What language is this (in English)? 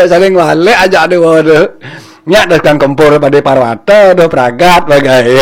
Balinese